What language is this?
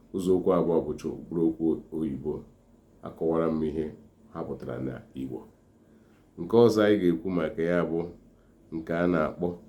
Igbo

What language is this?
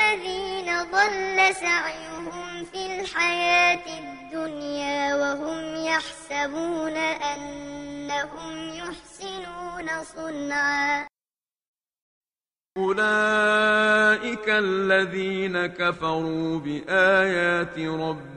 Arabic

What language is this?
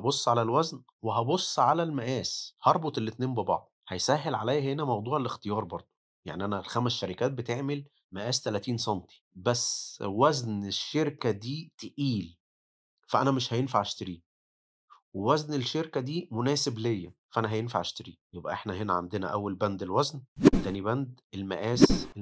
Egyptian Arabic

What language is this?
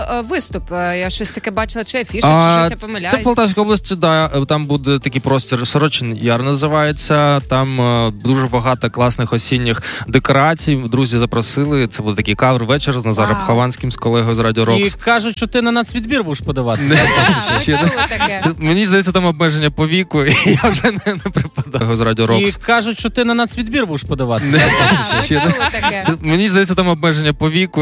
Ukrainian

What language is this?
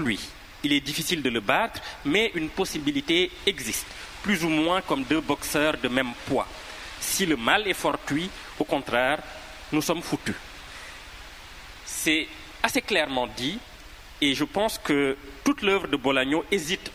French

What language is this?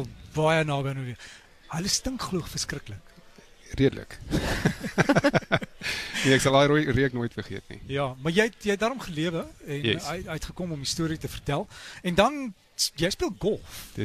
Afrikaans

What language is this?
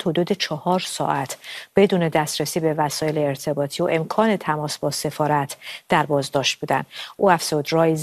Persian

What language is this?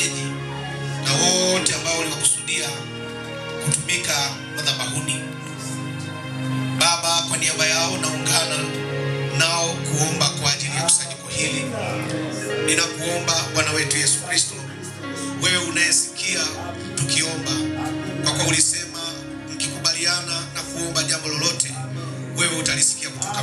Swahili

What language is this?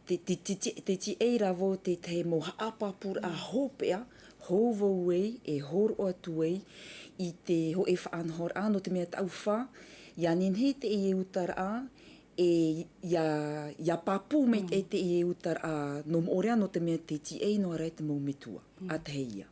Tahitian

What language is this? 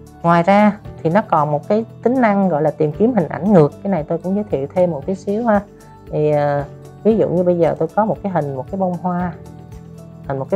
Vietnamese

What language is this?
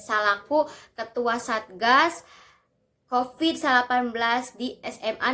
Sundanese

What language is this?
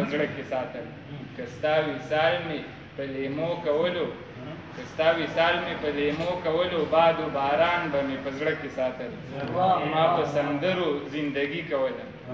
Pashto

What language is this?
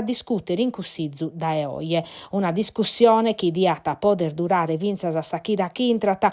Sardinian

